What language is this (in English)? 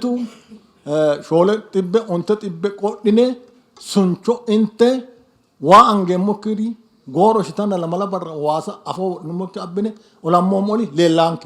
Sidamo